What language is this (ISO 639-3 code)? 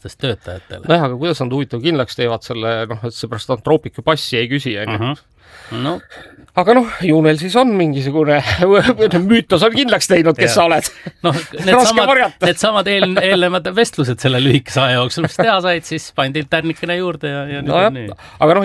est